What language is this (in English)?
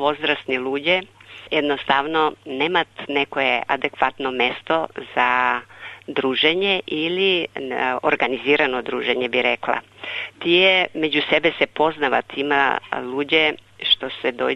Macedonian